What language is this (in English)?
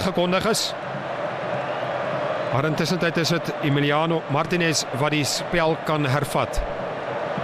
Afrikaans